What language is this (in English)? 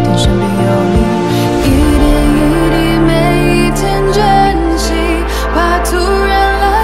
Chinese